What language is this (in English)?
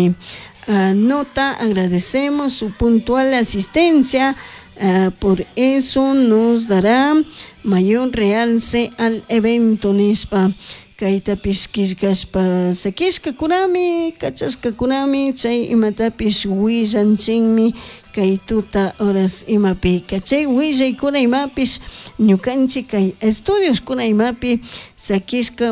Chimborazo Highland Quichua